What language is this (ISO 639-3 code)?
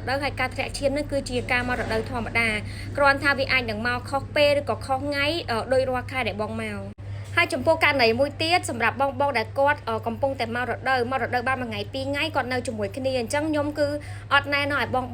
khm